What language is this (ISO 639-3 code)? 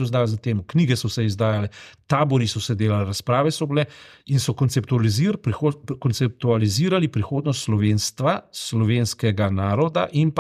slv